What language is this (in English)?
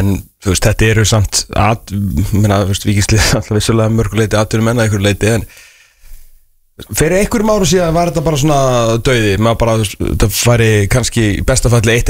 Icelandic